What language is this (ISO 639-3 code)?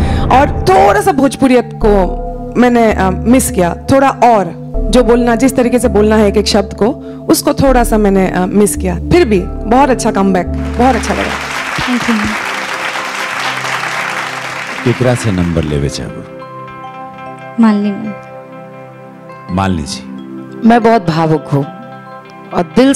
bho